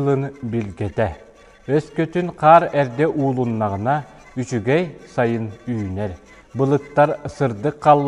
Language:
Yakut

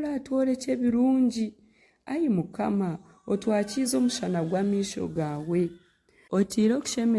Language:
Nyankole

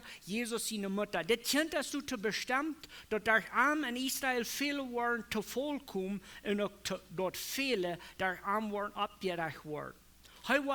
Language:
Plautdietsch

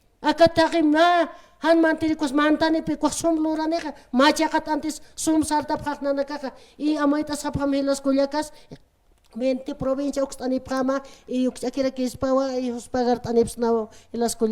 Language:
Aymara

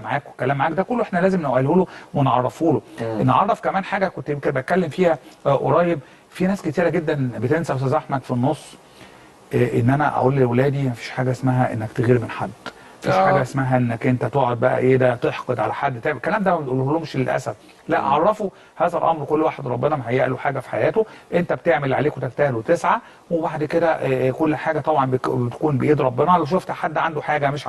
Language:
Egyptian Arabic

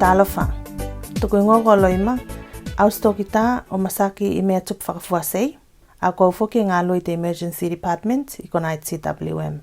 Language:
Tuvalu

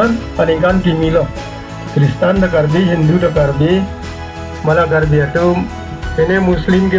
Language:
Karbi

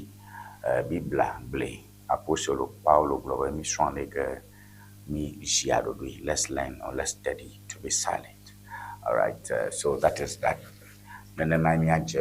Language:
Ewe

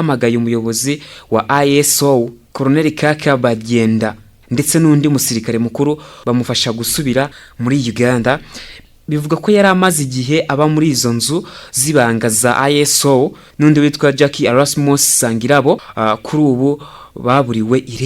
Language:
Kinyarwanda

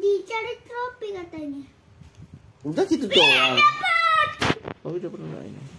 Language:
Indonesian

